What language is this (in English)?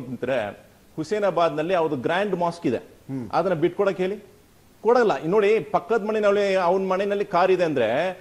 Kannada